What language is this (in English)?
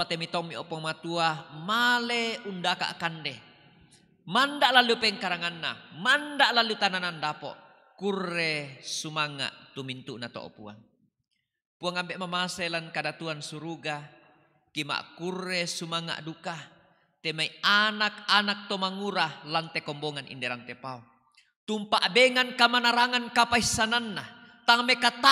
Toraja-Sa'dan